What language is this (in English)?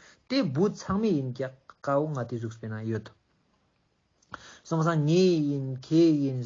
Ladakhi